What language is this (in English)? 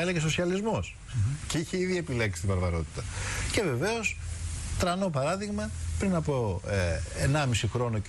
Greek